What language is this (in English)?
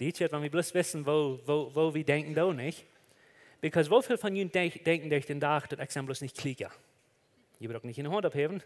Plautdietsch